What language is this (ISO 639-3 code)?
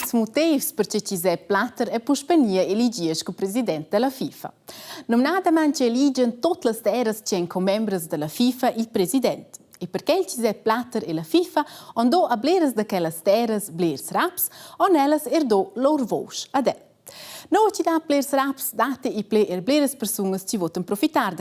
roh